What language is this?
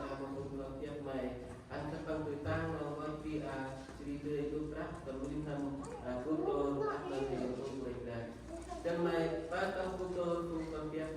Central Mnong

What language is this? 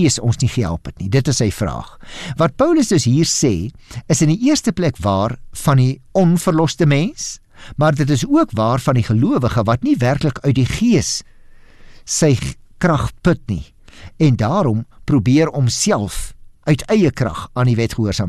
Afrikaans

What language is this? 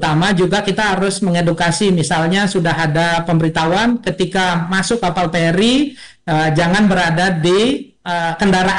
Indonesian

